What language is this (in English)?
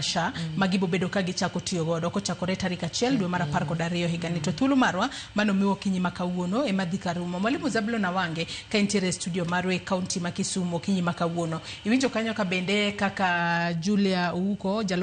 Luo (Kenya and Tanzania)